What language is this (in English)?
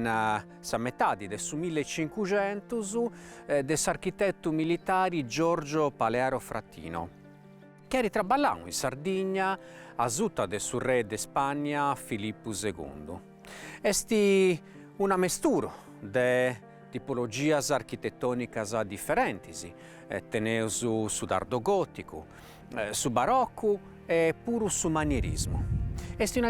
Sardinian